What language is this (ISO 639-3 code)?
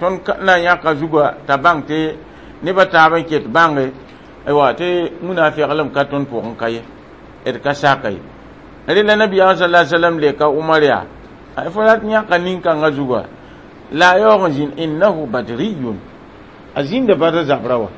mos